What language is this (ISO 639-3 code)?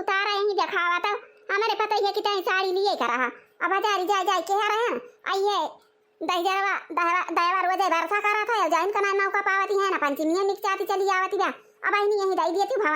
awa